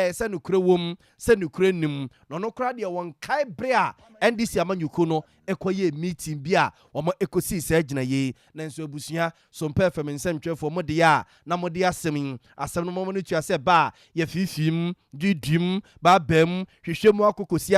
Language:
Akan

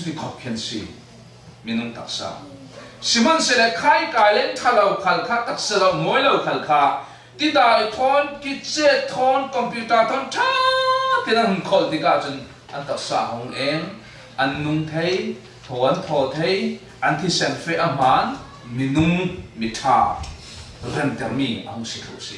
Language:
Falam Chin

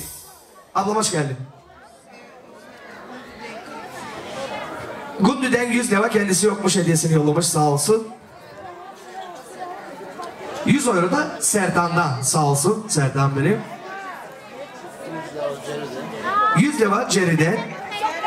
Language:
Turkish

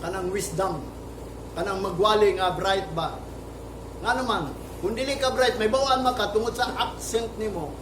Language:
Cebuano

